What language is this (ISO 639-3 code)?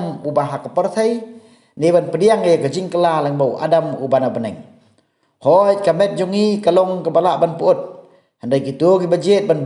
kha